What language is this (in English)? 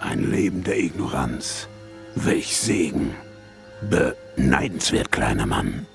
Bavarian